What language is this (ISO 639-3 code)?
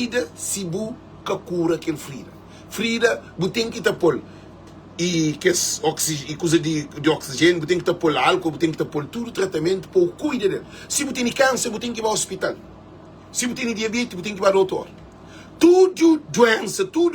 kea